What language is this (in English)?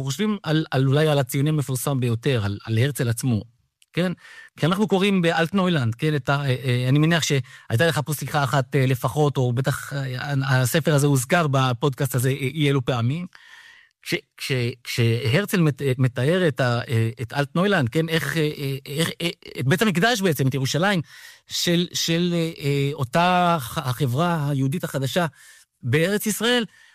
Hebrew